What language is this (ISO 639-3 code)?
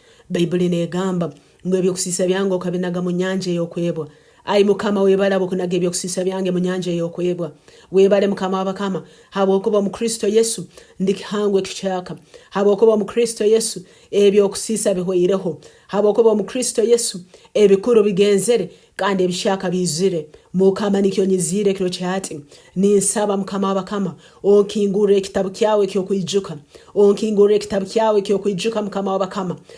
nyn